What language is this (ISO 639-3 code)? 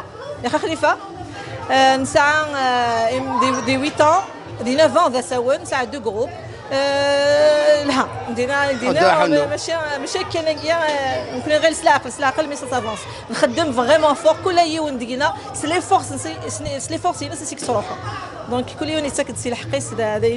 kab